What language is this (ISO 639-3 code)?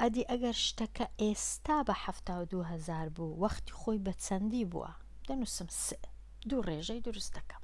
ckb